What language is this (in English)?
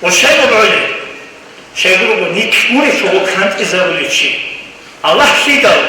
Avaric